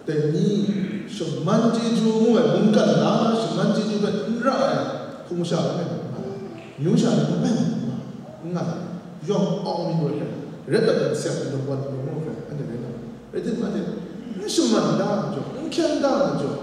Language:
Kachin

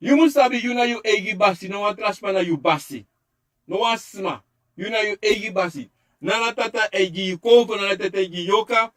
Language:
Sranan Tongo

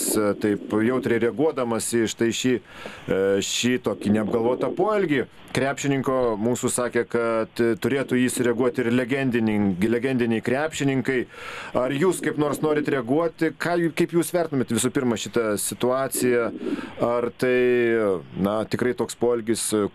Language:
Lithuanian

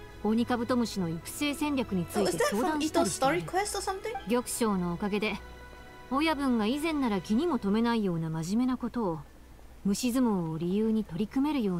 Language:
Japanese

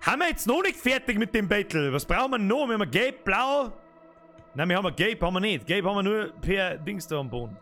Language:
Bavarian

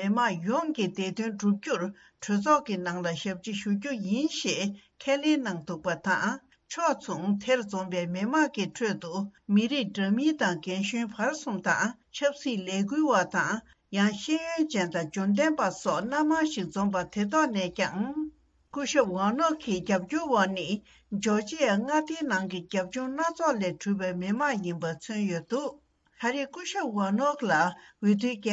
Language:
Tibetan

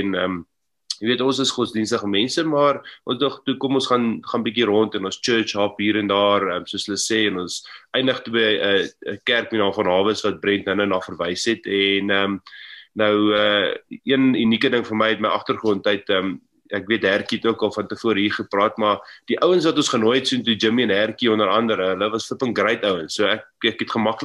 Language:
Afrikaans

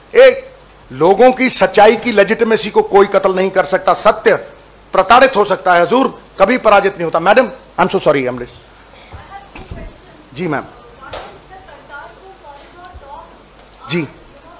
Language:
Hindi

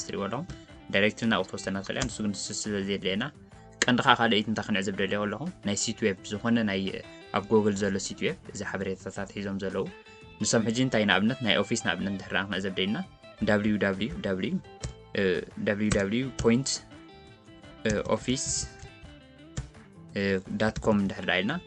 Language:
Tigrinya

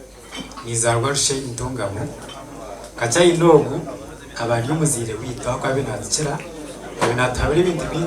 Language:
Nyankole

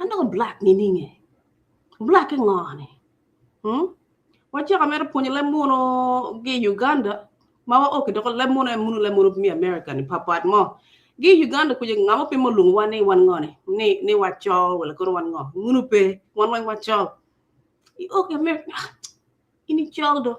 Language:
Acoli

